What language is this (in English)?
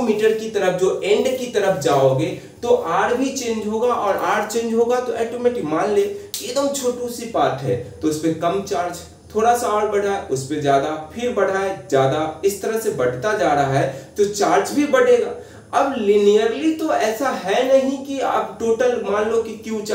Hindi